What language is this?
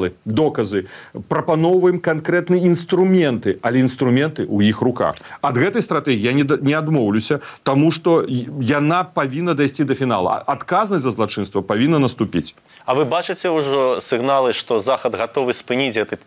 Belarusian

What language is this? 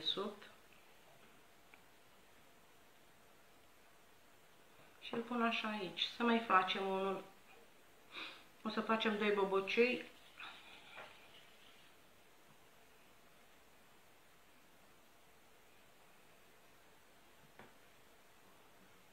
Romanian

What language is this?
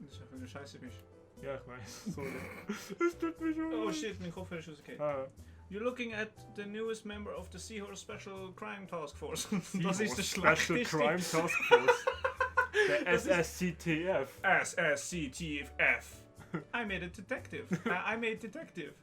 Swiss German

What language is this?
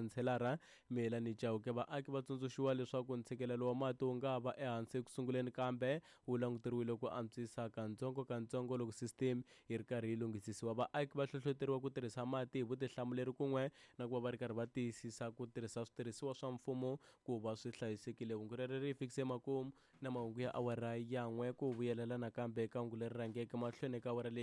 Tsonga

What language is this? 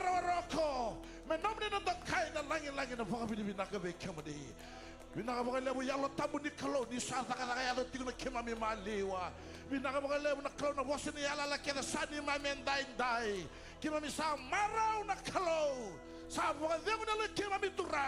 Fijian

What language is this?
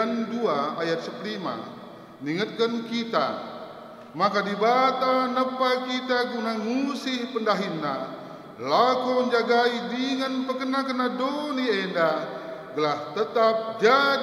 Batak Karo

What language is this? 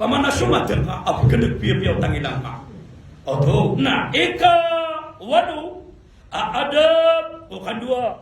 Maranao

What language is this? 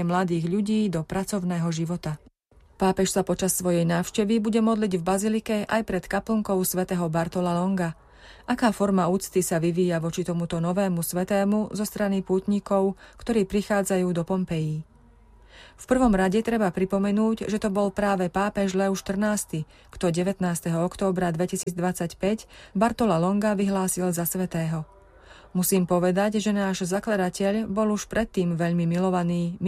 Slovak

